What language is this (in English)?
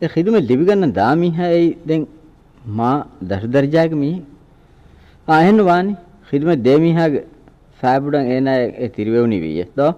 Divehi